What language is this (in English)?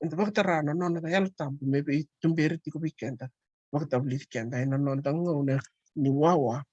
Fijian